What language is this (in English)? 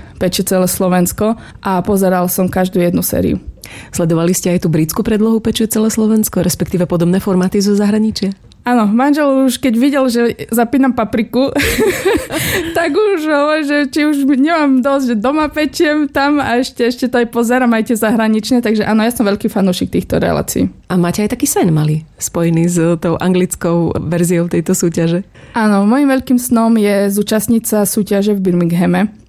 Slovak